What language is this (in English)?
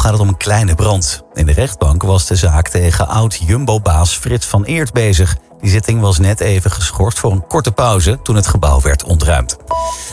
Dutch